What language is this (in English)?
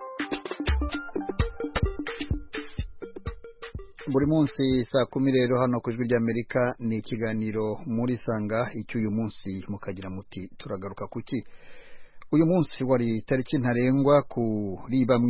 Kinyarwanda